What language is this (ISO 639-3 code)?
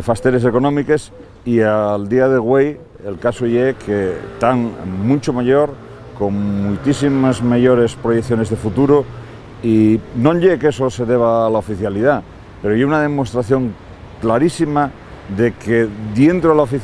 ast